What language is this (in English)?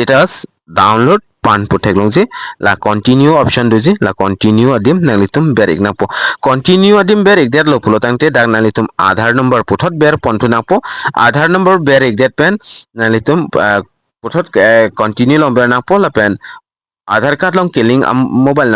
Karbi